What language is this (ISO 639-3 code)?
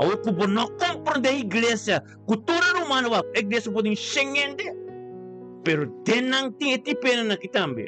pap